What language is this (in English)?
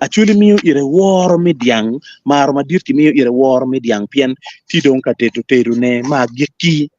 Acoli